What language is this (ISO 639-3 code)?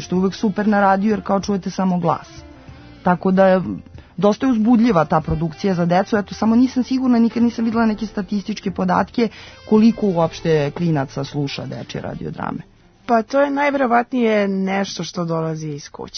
srp